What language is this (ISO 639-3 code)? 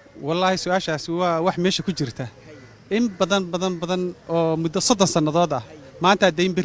som